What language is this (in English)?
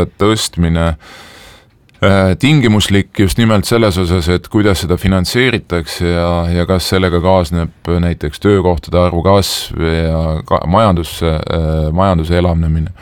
Estonian